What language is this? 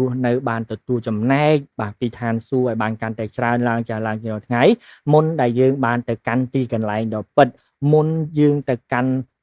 Khmer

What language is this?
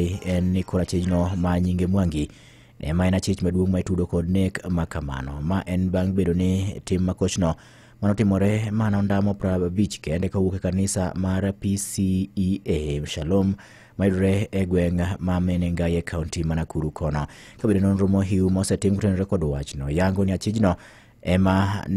Luo (Kenya and Tanzania)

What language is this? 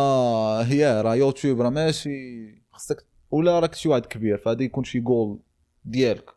Moroccan Arabic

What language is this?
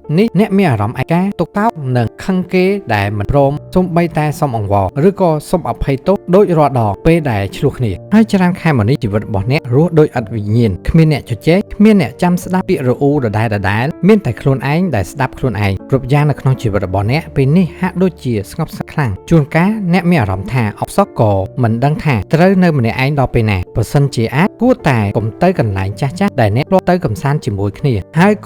Khmer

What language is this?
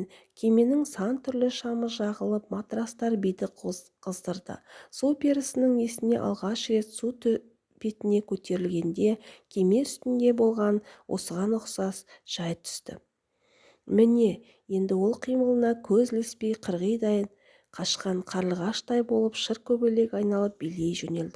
Kazakh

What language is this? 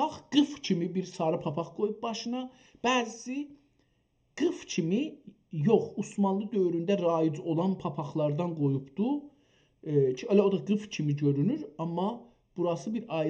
South Azerbaijani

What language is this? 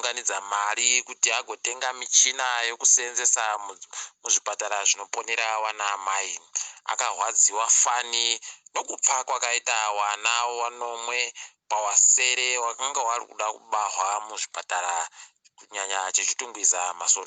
Ndau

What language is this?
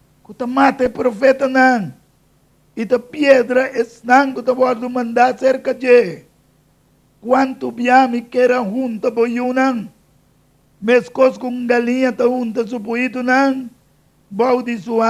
Papiamento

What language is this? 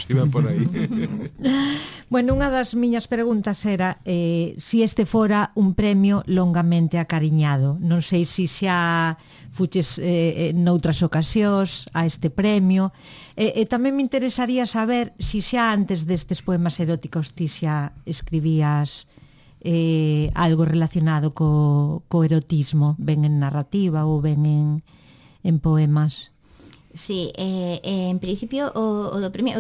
Galician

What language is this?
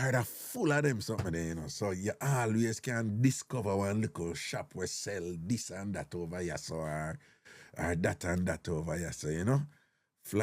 Jamaican Creole English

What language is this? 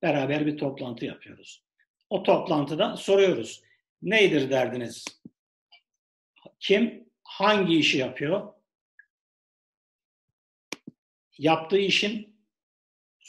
Turkish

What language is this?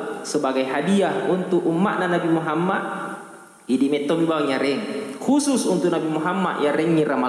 Buginese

